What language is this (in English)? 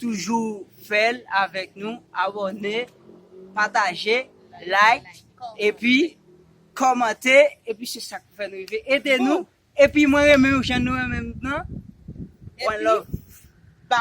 Haitian Creole